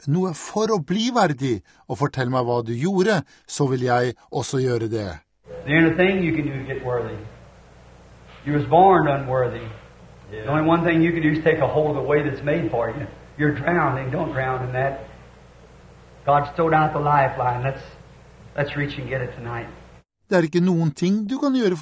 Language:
Norwegian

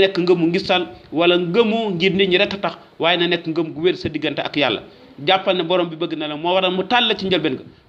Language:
Wolof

